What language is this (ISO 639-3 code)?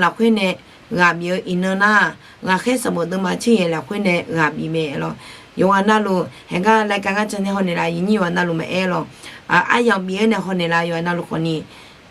ahk